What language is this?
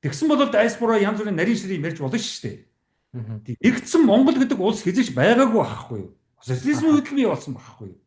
Mongolian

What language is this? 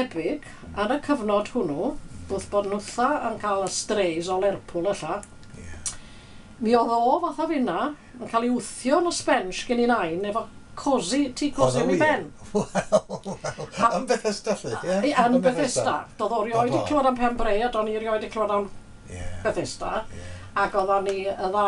Welsh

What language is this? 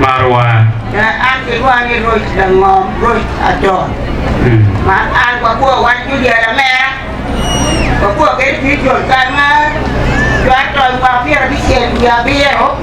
Acoli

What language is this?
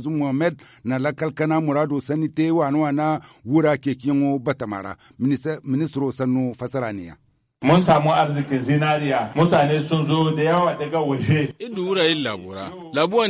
Zarma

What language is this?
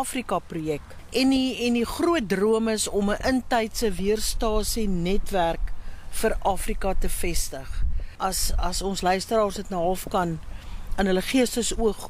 Afrikaans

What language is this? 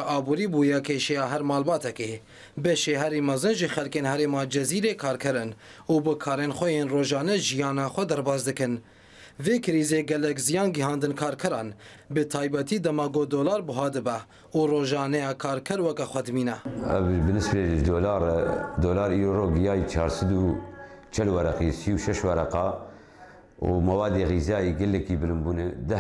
Kurdish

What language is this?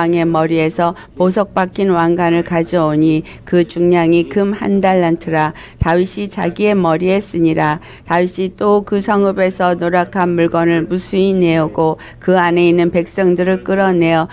Korean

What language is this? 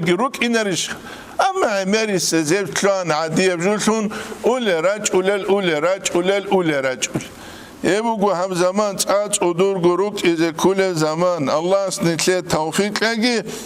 Avaric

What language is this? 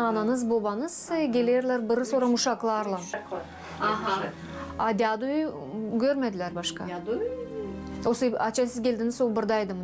Gagauz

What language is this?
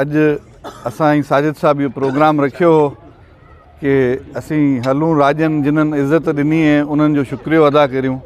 Sindhi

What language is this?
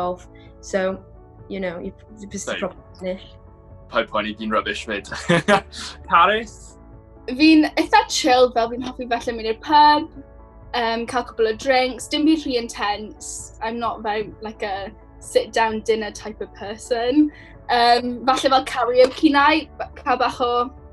Welsh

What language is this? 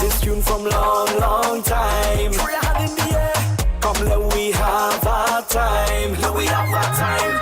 Morisyen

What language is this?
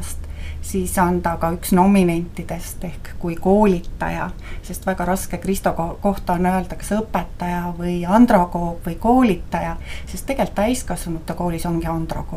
Estonian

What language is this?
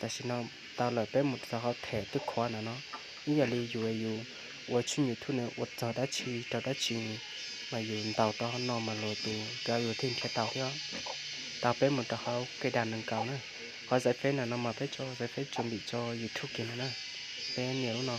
Hmong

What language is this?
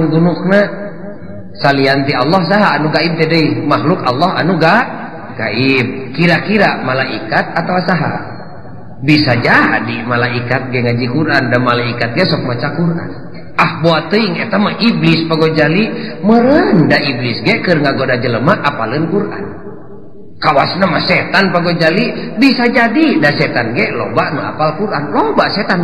Sundanese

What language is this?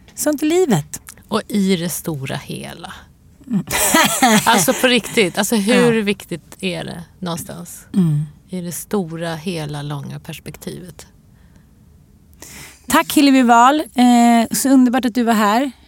Swedish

